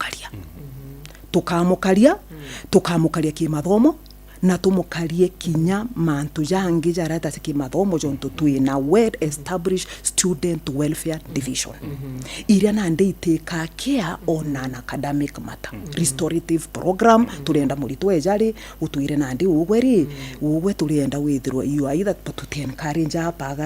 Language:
Meru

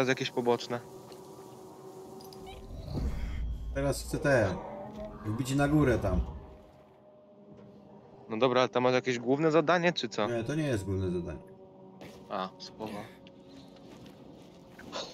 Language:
Polish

